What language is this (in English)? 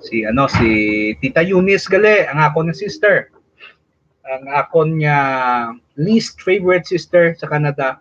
Hiligaynon